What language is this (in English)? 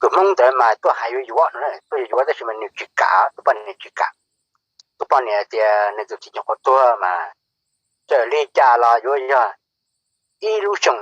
Hmong